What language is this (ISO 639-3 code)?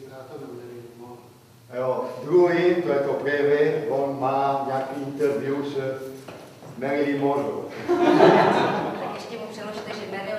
ces